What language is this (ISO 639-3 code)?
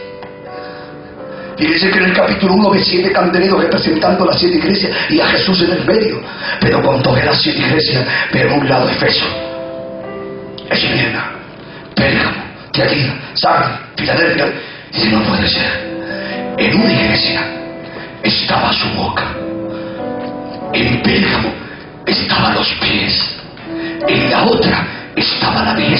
spa